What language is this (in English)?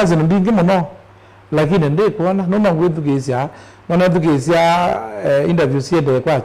Kamba